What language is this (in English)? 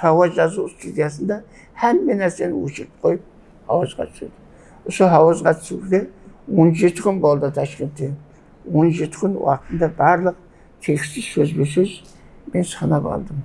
Kara-Kalpak